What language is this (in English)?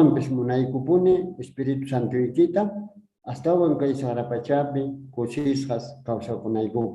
Quechua